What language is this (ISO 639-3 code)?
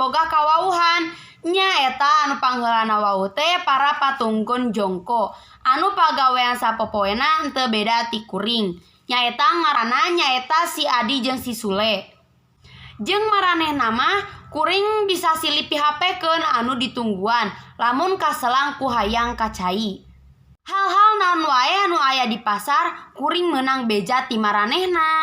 sun